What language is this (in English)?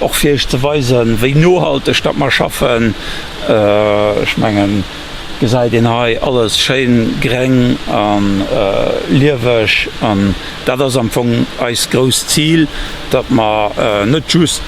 Luxembourgish